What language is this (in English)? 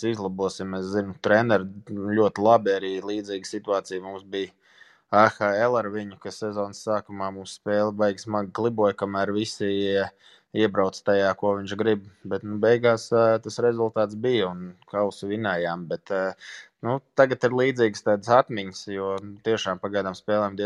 Latvian